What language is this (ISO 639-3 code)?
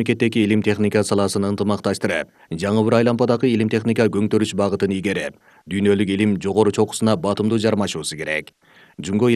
kir